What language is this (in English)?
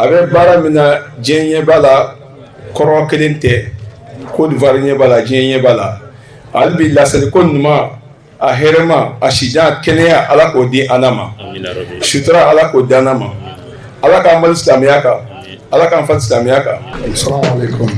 Bambara